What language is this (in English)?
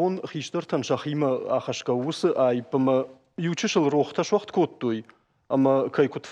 Ossetic